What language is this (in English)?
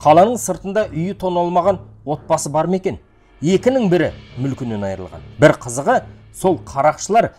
Kazakh